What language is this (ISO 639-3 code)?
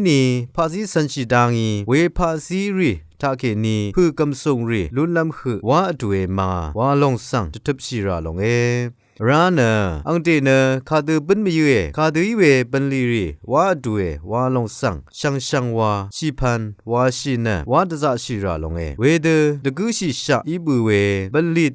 raw